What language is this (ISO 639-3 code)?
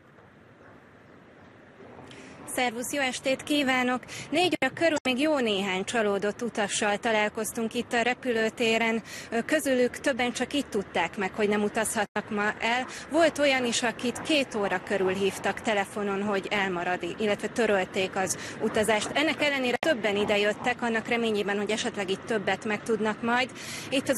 hun